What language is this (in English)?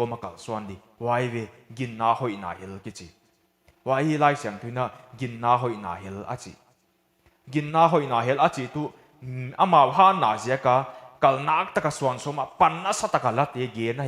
Paite Chin